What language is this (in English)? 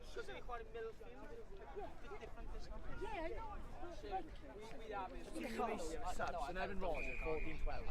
Welsh